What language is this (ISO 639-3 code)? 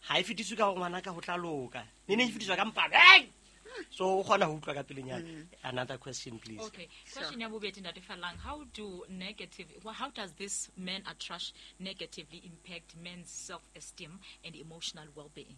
sot